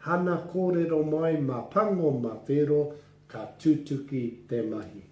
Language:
Māori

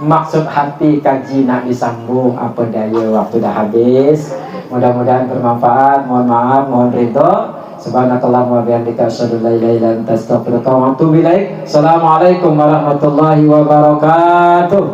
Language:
Banjar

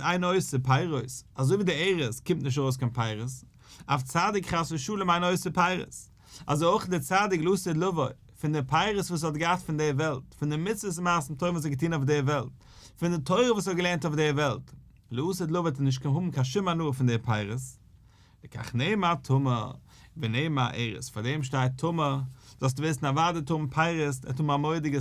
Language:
Yiddish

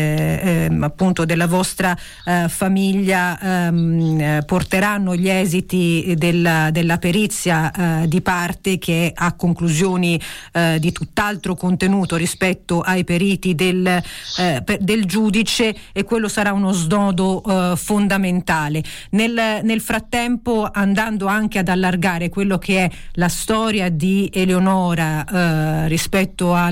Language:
Italian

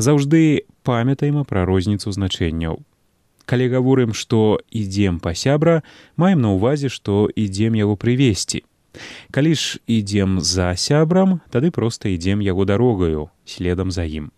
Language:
Belarusian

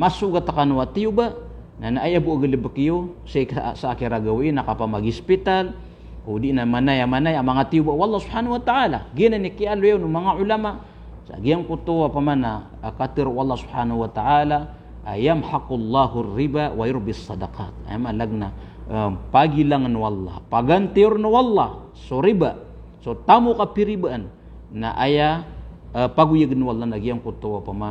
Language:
Maranao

